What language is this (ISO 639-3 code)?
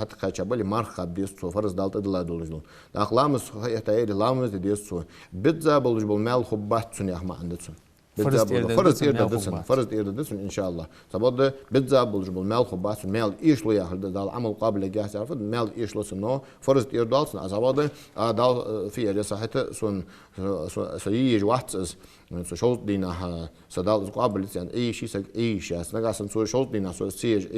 inh